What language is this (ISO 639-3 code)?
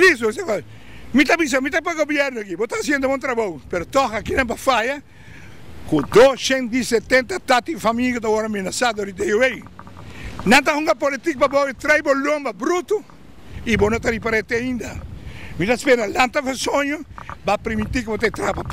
pap